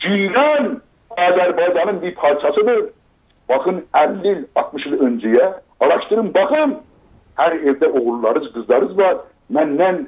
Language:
South Azerbaijani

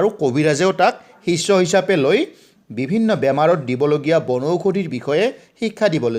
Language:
Assamese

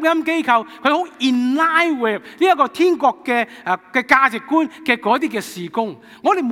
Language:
Cantonese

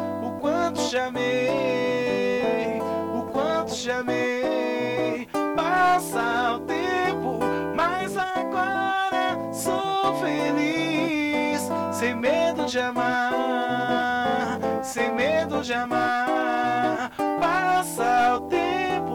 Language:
Portuguese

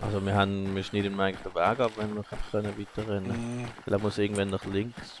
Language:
Swiss German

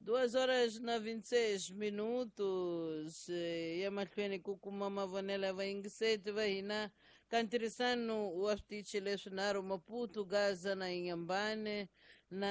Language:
Tsonga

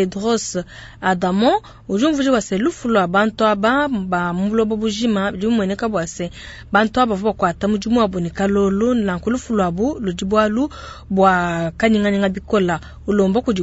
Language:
Luba-Lulua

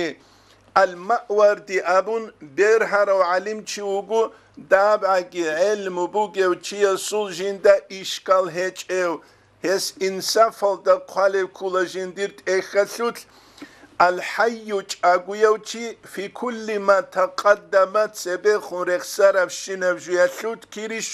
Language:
Avaric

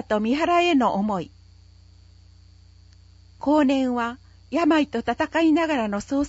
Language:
Japanese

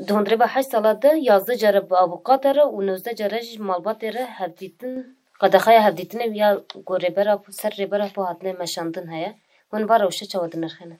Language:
Kurdish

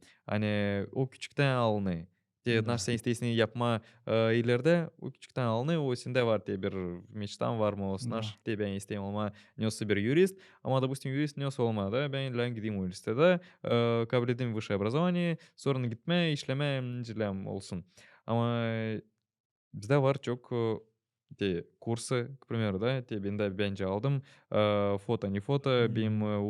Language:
Gagauz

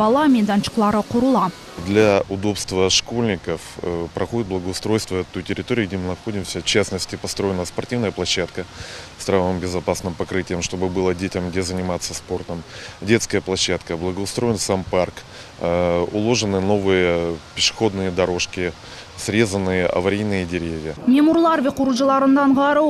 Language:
Crimean Tatar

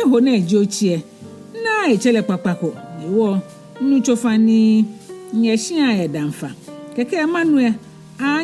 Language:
Ga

